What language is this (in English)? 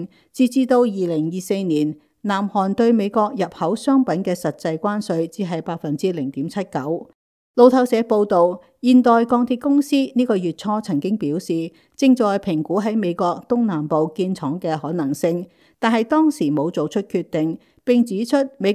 Cantonese